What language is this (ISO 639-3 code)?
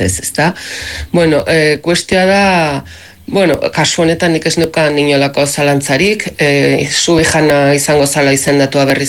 eus